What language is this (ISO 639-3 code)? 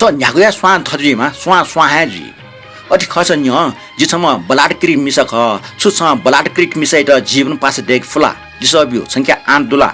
new